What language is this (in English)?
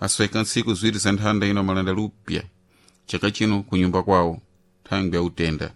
Sena